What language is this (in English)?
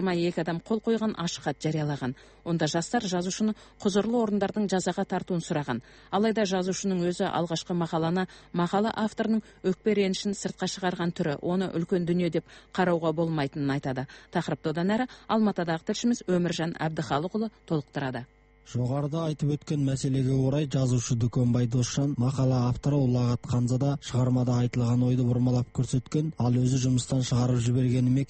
Kazakh